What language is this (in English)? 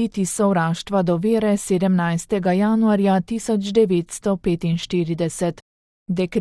Slovenian